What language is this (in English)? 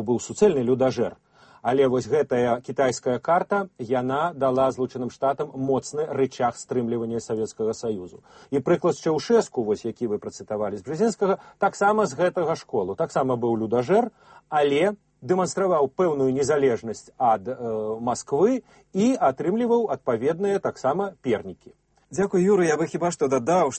Belarusian